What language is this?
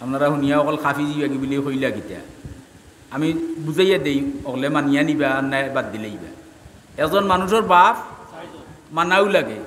Sylheti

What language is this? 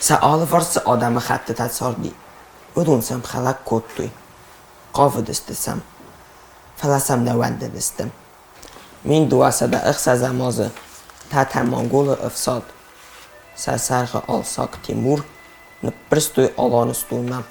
Ossetic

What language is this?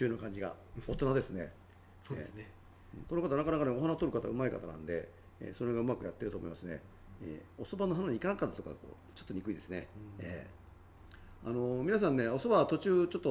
Japanese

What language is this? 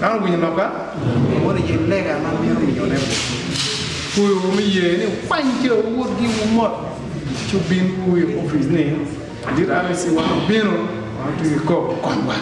Acoli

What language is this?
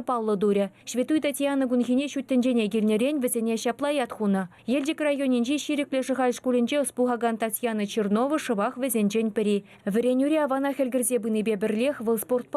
Chuvash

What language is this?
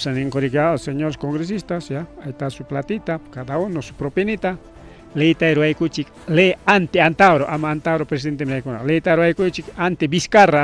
Ayacucho Quechua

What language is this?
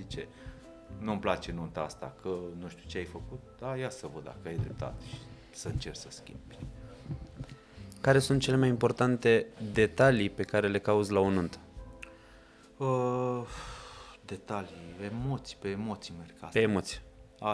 Romanian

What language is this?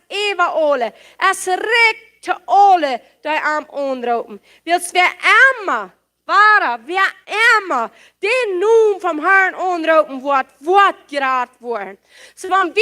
Plautdietsch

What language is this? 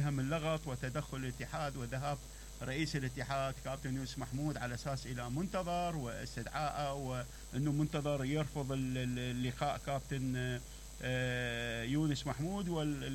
Mesopotamian Arabic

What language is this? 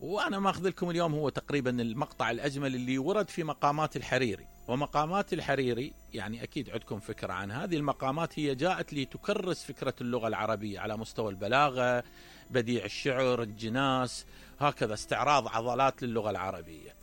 Mesopotamian Arabic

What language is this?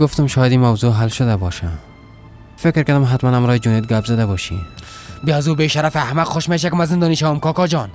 Persian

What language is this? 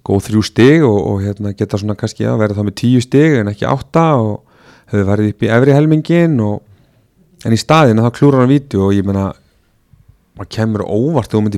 Icelandic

